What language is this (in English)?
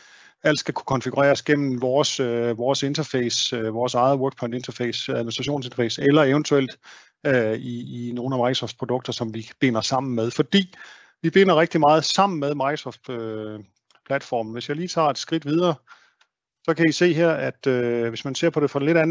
Danish